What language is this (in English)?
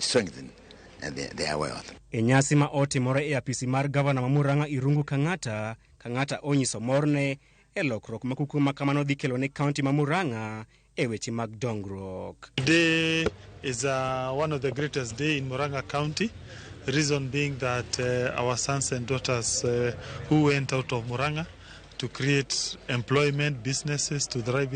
Luo (Kenya and Tanzania)